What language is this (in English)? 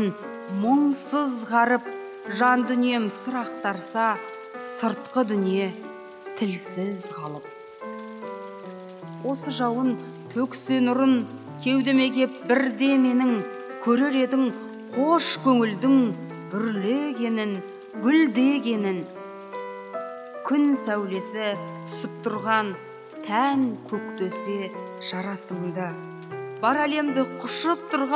Kazakh